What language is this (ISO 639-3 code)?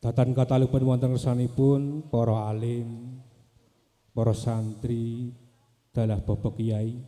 jav